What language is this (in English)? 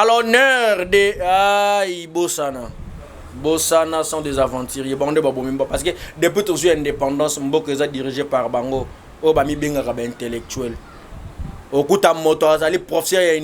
Lingala